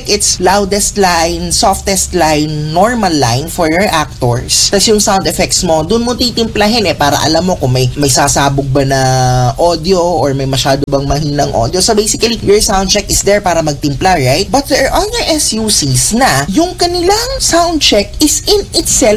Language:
Filipino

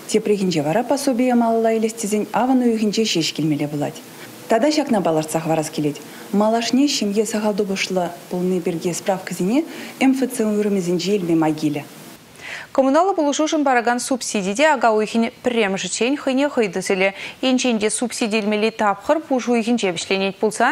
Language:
Chuvash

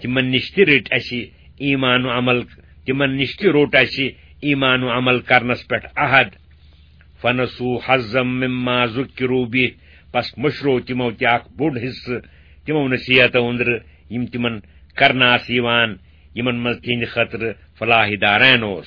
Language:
Kashmiri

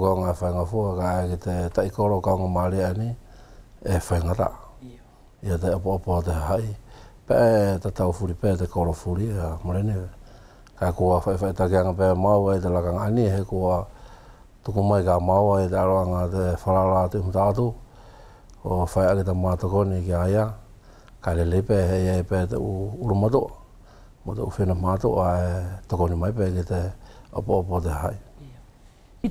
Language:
Wallisian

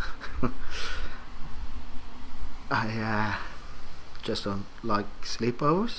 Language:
English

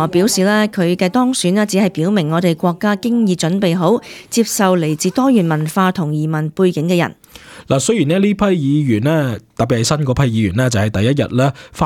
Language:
Cantonese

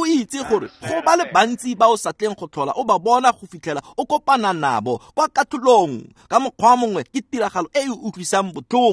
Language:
Tswana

